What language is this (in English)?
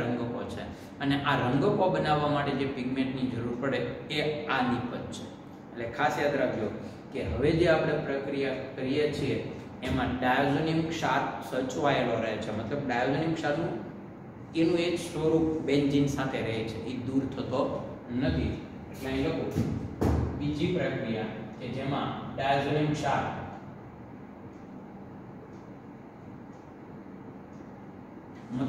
Gujarati